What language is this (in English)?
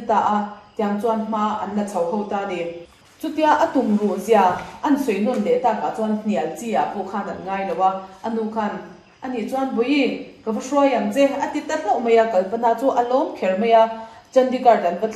Mizo